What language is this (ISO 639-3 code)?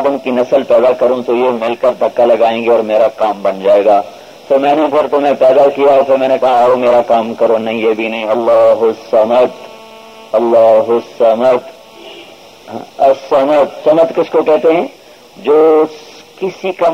urd